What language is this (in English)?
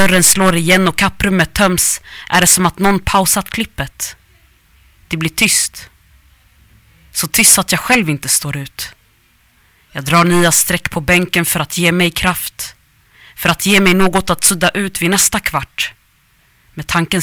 Swedish